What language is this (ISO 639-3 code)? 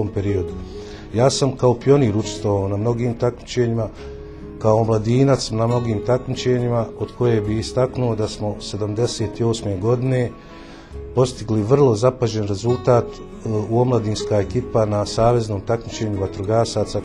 bos